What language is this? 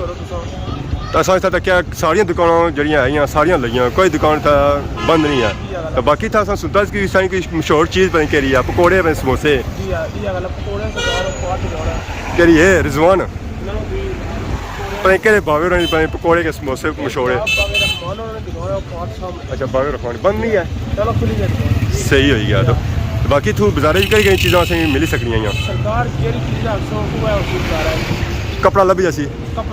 Pahari-Potwari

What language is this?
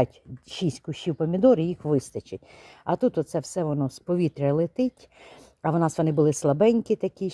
Ukrainian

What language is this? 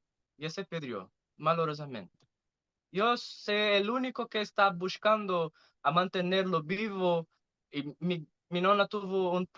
Ladino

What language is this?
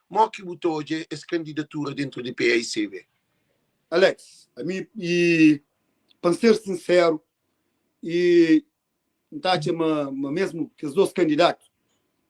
Kabuverdianu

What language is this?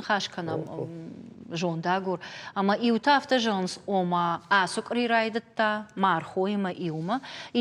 Ossetic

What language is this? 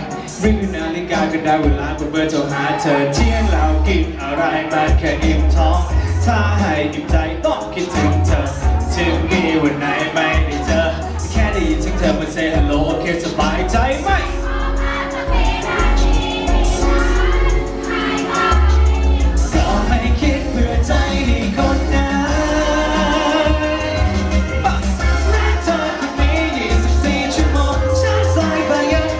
Thai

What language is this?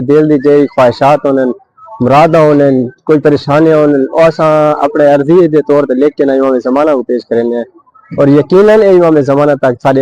Saraiki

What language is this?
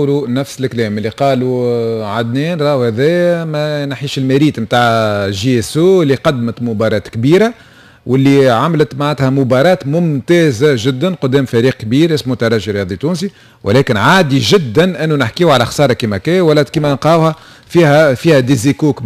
Tunisian Arabic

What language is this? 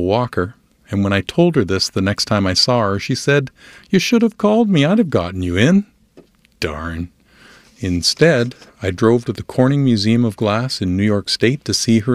English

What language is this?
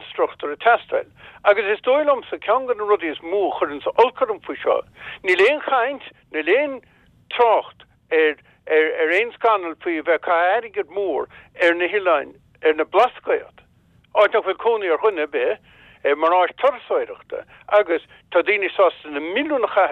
Irish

